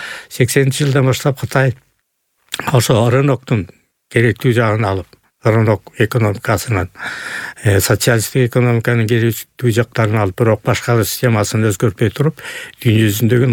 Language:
Kyrgyz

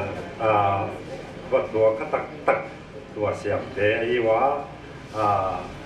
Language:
Paite Chin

